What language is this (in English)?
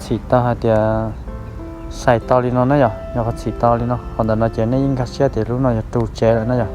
Hmong